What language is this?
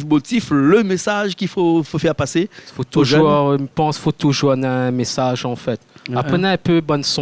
Réunion Creole French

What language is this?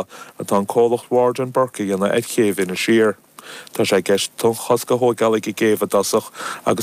Irish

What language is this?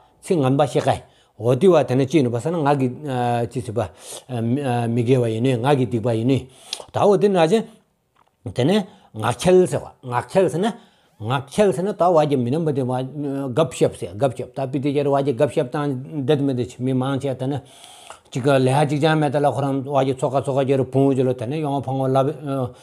Stod Bhoti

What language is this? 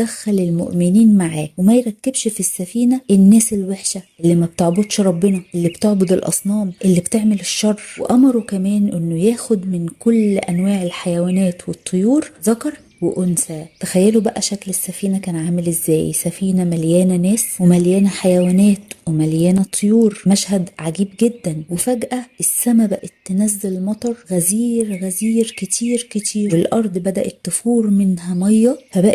Egyptian Arabic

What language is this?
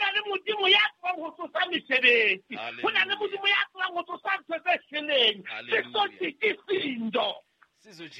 Southern Sotho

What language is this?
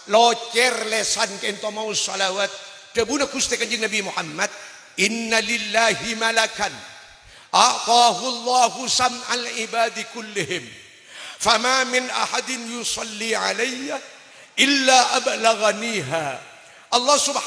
Madurese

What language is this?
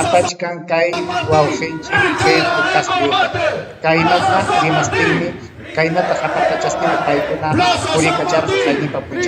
Ayacucho Quechua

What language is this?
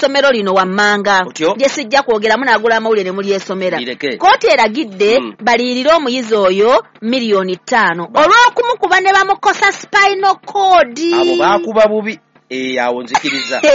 Ganda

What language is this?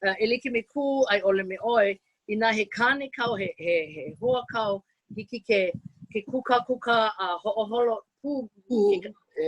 Hawaiian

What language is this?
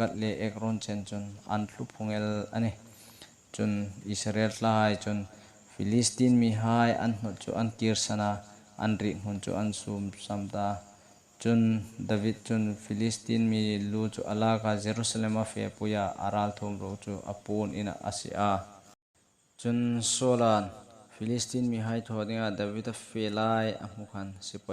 Hmar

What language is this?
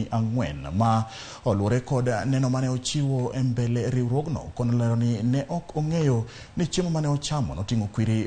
Luo (Kenya and Tanzania)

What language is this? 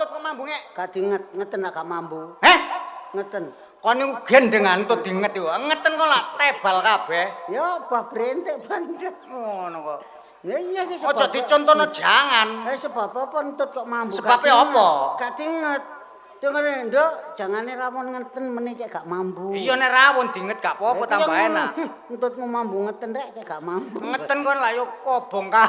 Javanese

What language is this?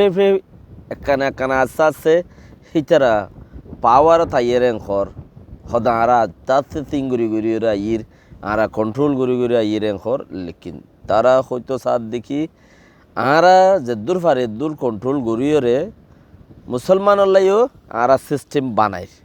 Rohingya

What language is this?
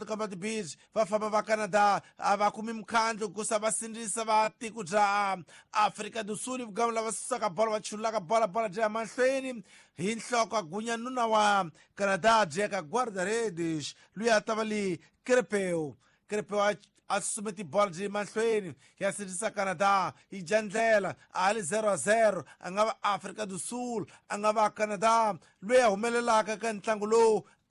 Tsonga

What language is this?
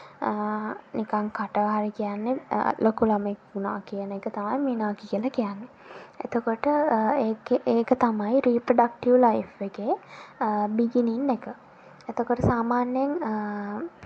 Sinhala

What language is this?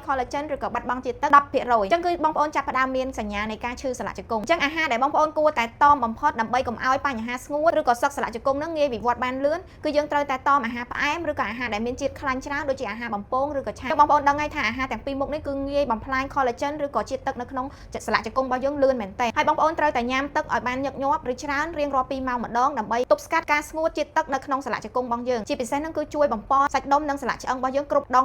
Khmer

